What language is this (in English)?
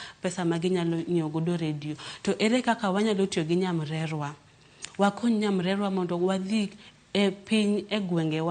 Luo (Kenya and Tanzania)